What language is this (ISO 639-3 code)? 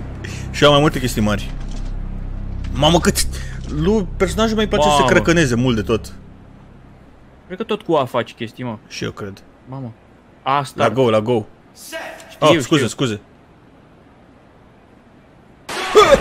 ron